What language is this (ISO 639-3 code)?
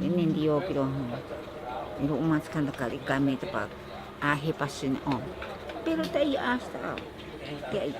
prq